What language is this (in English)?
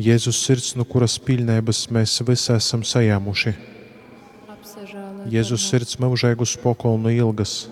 Latgalian